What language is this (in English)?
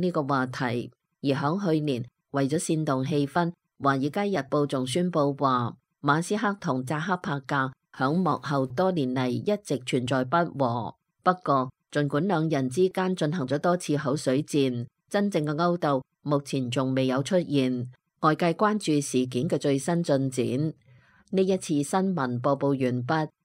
Cantonese